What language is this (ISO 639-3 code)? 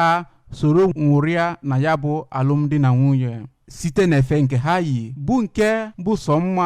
ibo